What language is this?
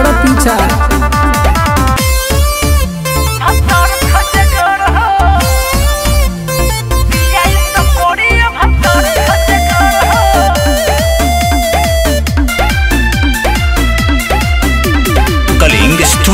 Bhojpuri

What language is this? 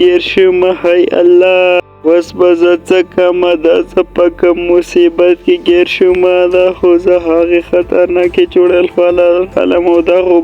Pashto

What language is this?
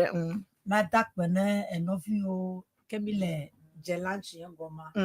Ewe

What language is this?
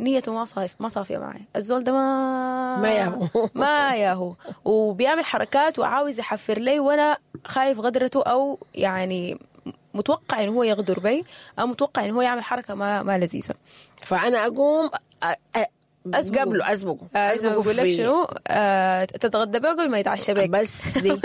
Sudanese Arabic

